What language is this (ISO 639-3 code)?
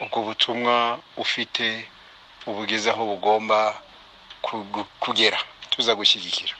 kin